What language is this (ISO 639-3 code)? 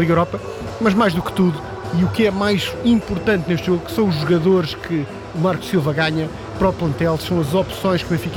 por